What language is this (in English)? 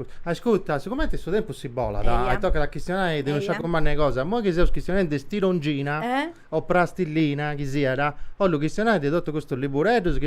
Sardinian